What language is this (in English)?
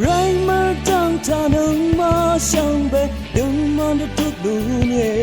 Rawang